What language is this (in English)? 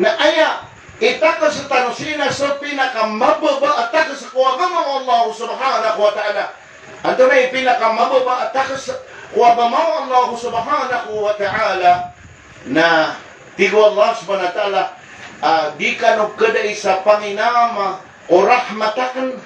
Maranao